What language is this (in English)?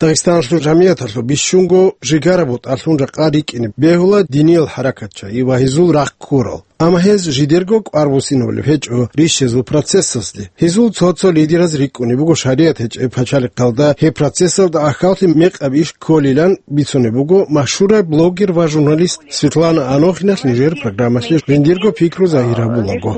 Avaric